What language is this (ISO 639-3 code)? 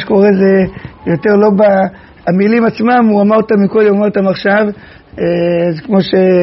heb